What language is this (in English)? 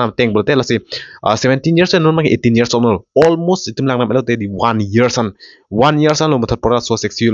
Karbi